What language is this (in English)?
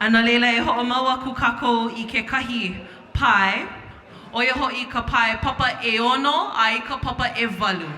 Hawaiian